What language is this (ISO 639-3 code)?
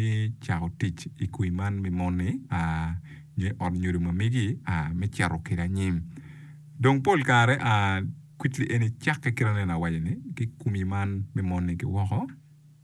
ach